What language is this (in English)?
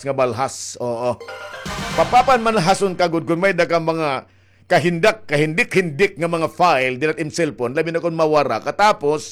Waray